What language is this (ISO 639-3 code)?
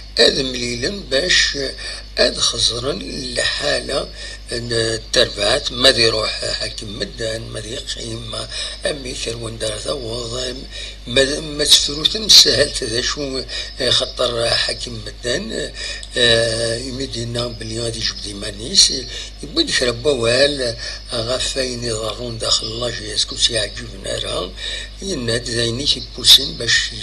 kab